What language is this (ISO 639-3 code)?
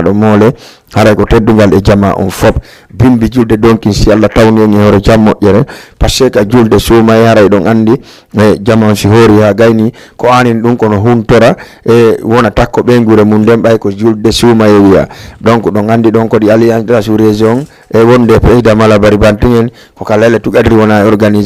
ful